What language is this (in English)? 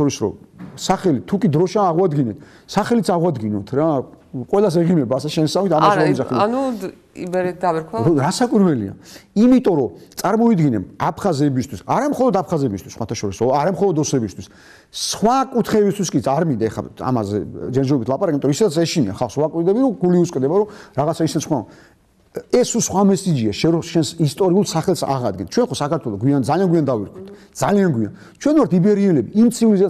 Georgian